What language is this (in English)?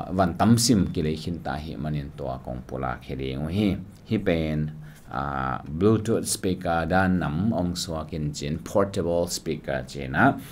Tedim Chin